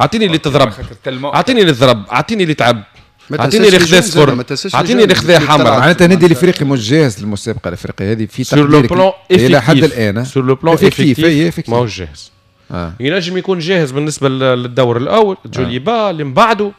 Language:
Tunisian Arabic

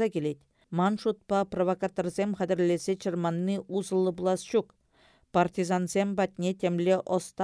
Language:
Chuvash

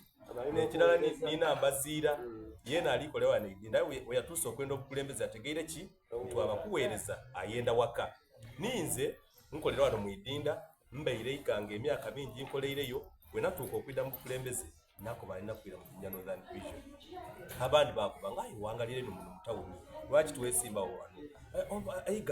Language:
Soga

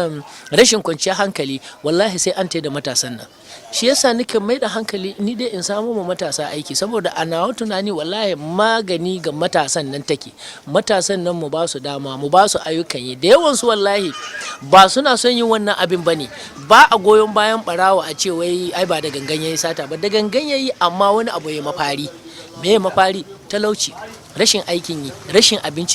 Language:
Hausa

